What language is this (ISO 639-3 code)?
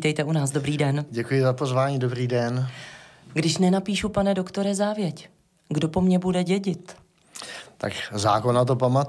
ces